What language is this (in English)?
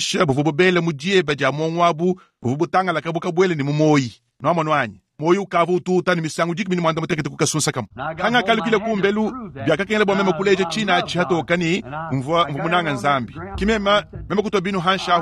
Luba-Lulua